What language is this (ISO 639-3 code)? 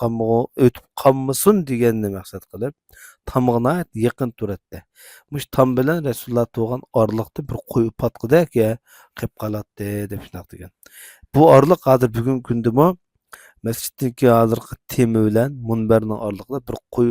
uig